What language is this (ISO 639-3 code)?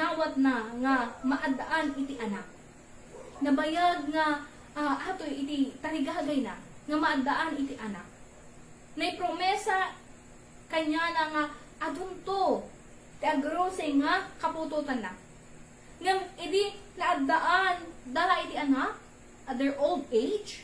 ilo